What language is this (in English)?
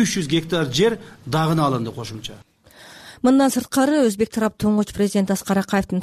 Kyrgyz